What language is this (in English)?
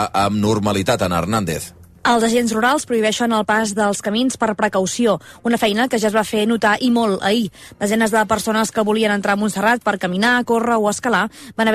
Catalan